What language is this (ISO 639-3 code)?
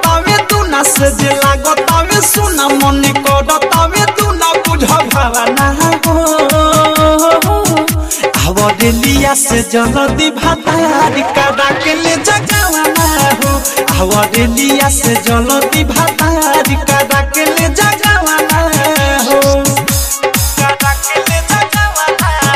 bho